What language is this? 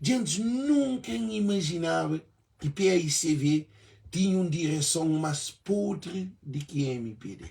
Kabuverdianu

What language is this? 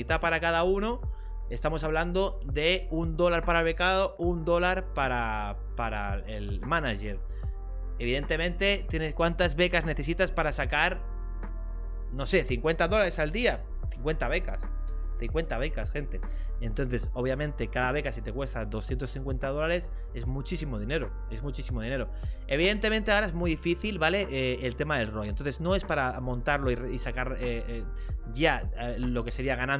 Spanish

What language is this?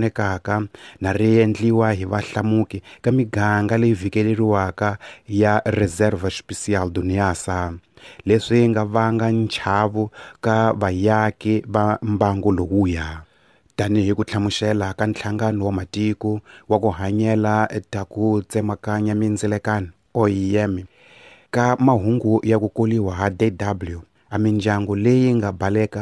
Tsonga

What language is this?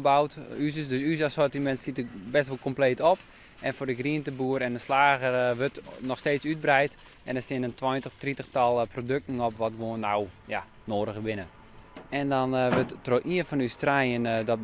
Western Frisian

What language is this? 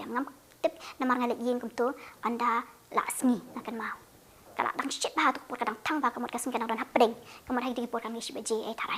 Khasi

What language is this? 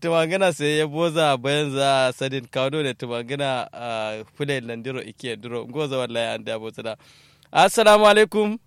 Kanuri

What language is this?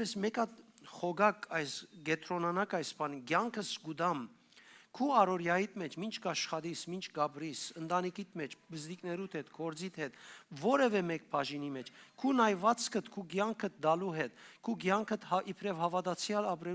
Western Armenian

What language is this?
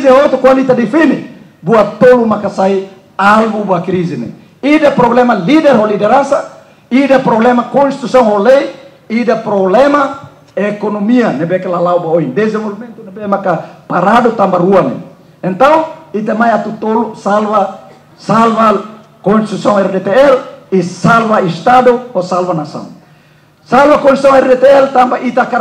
Tetum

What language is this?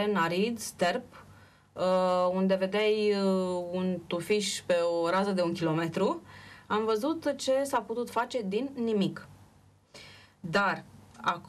Romanian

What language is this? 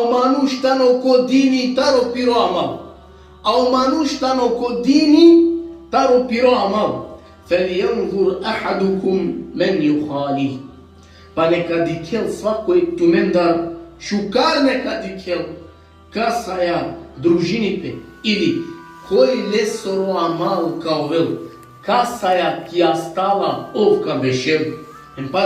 Balkan Romani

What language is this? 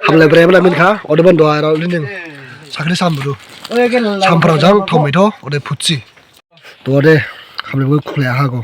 Dimasa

